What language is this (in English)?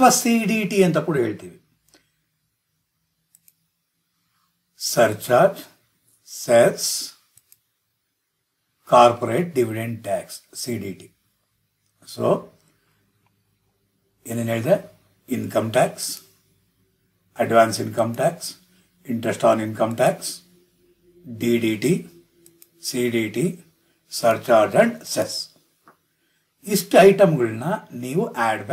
Kannada